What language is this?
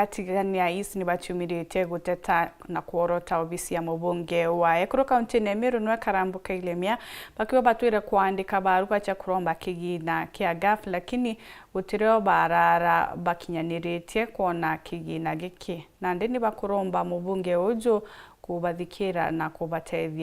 Meru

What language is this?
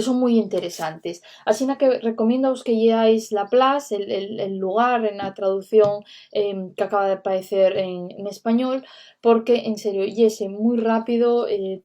Asturian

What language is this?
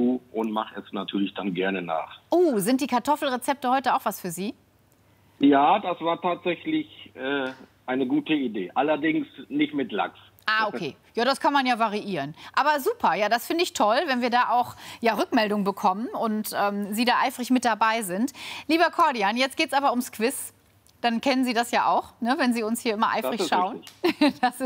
German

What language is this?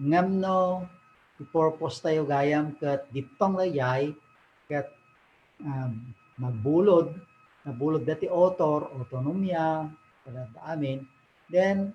Iloko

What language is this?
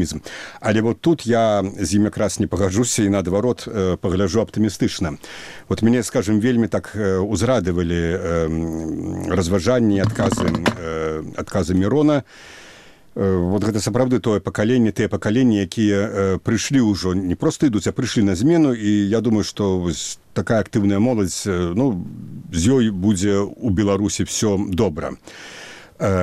Belarusian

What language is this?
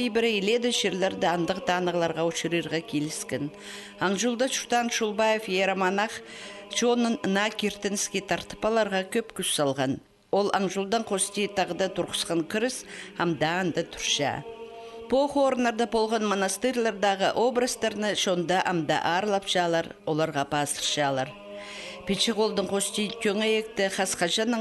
Khakas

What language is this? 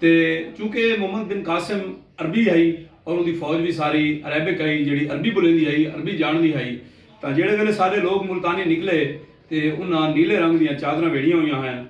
Saraiki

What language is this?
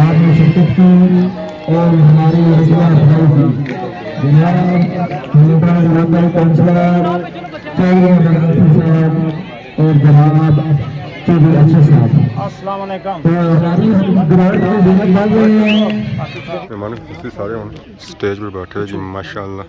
Pahari-Potwari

